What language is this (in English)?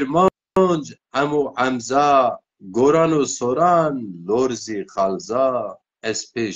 Zaza